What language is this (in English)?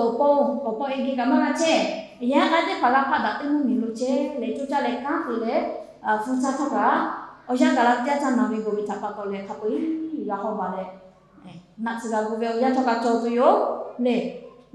Lahu